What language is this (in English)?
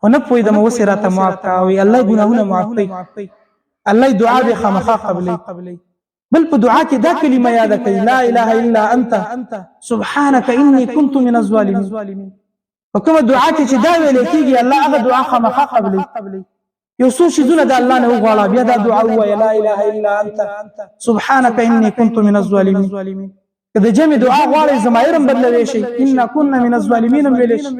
Pashto